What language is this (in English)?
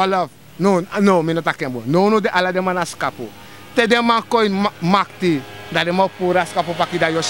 Sranan Tongo